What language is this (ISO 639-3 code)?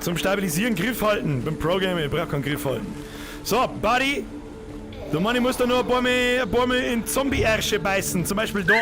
bar